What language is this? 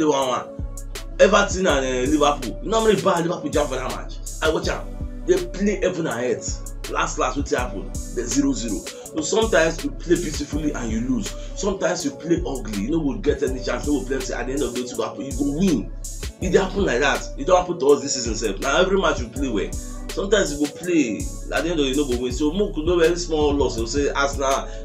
Nigerian Pidgin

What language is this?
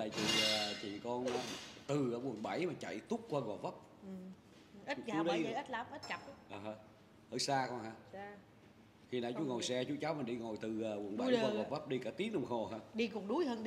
Vietnamese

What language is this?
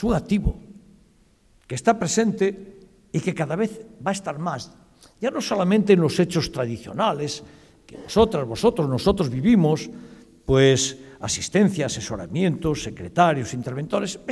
Spanish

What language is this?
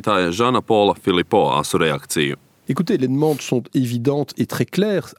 Latvian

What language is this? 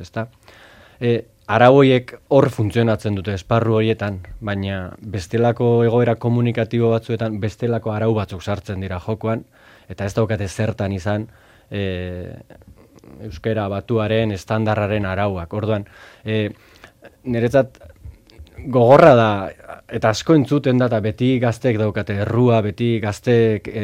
Basque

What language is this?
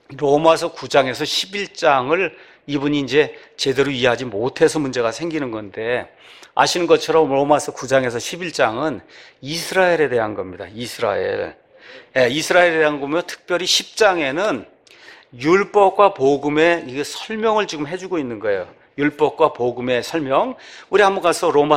Korean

